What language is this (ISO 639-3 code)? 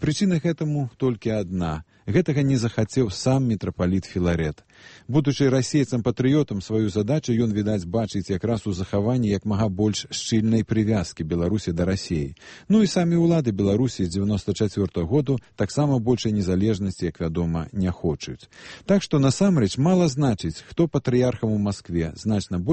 bel